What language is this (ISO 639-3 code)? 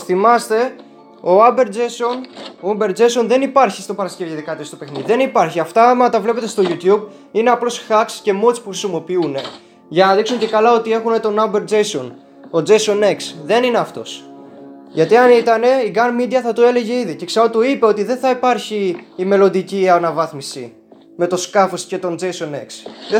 ell